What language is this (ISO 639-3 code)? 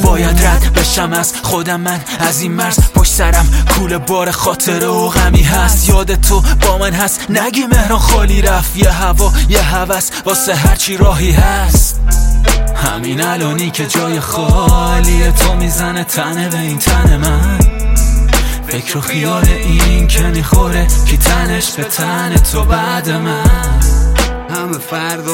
fas